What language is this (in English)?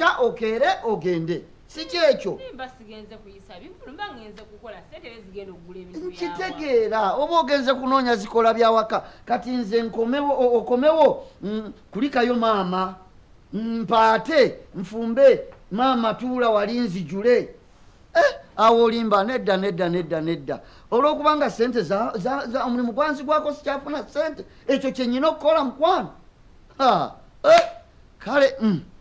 Ganda